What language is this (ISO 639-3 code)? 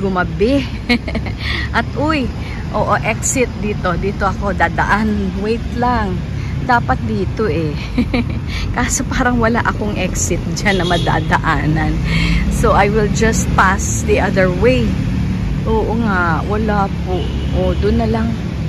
fil